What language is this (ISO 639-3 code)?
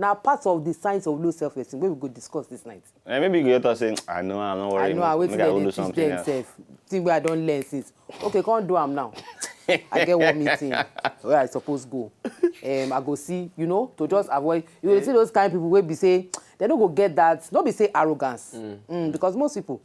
pcm